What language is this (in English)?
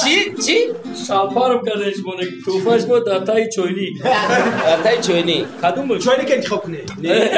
Tajik